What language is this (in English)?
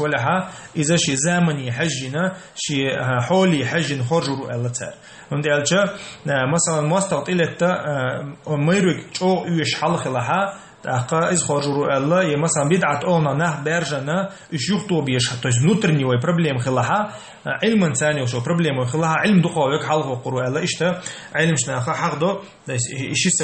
Chechen